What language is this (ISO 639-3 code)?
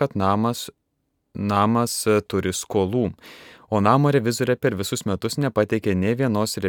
lit